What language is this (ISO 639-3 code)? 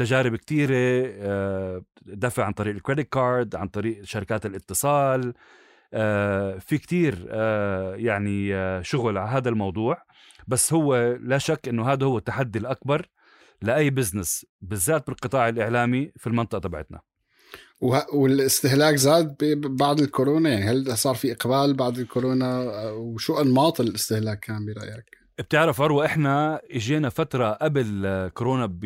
apc